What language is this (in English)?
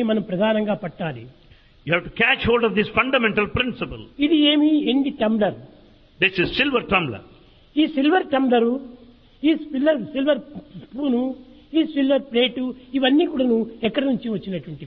Telugu